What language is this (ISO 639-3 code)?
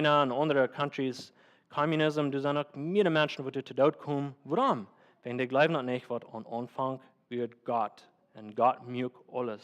pdt